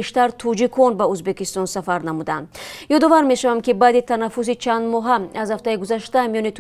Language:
Tajik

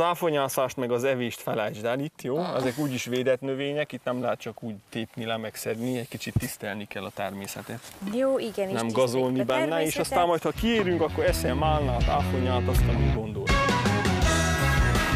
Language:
Hungarian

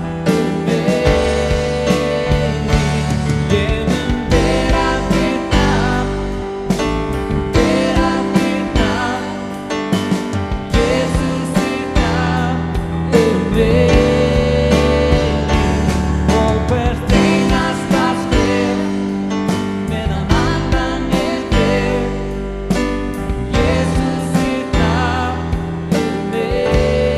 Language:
Icelandic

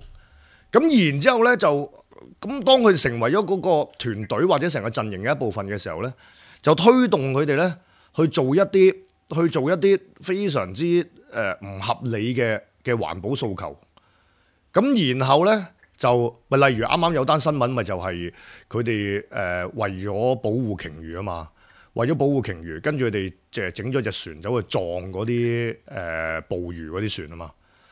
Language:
Cantonese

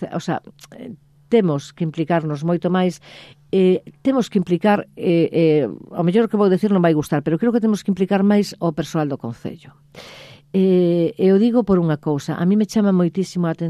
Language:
Galician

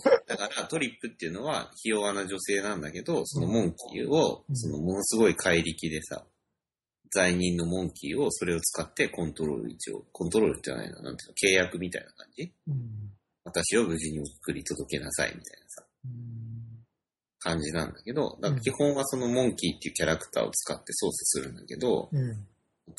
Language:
Japanese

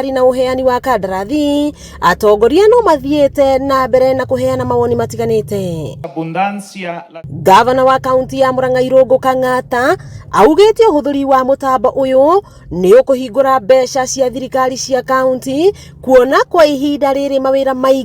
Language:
Kikuyu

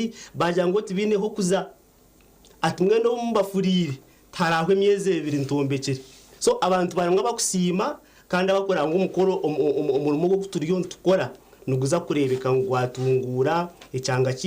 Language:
Nyankole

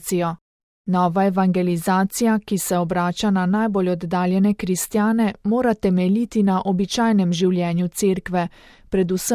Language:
Slovenian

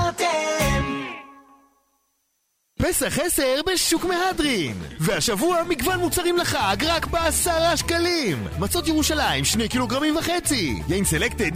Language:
Hebrew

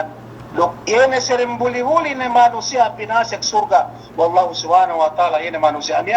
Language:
Yakan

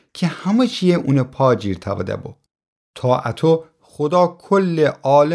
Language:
Gilaki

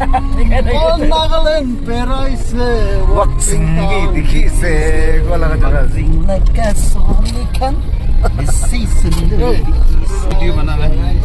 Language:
Naga Pidgin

